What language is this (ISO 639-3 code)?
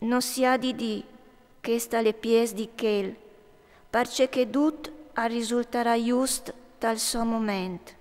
fur